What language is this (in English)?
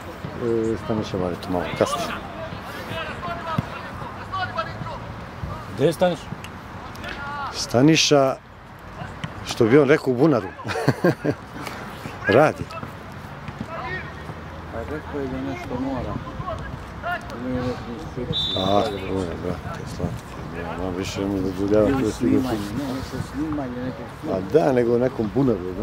Serbian